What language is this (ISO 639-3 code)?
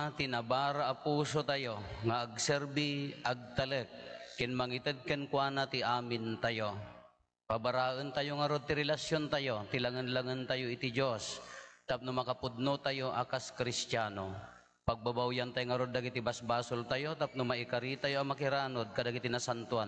ilo